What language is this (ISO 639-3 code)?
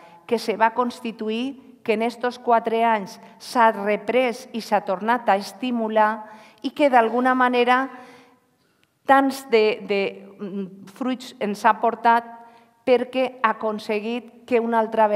cat